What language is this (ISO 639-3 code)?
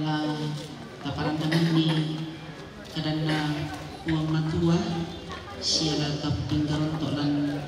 sda